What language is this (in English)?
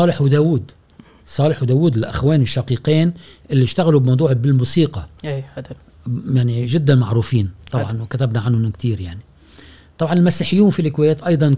Gulf Arabic